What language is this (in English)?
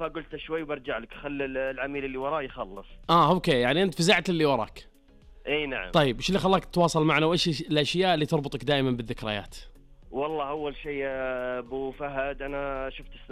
Najdi Arabic